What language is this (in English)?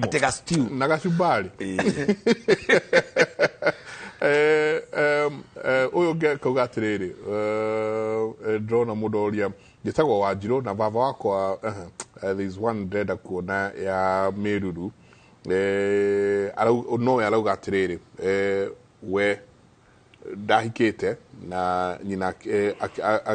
Kikuyu